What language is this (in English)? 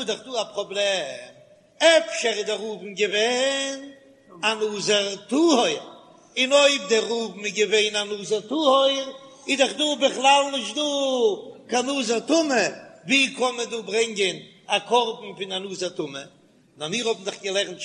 Yiddish